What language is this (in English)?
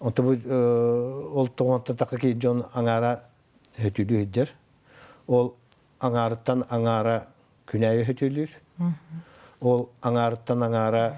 Yakut